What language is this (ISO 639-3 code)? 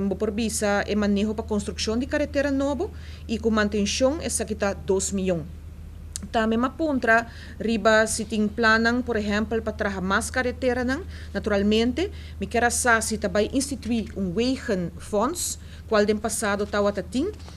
pap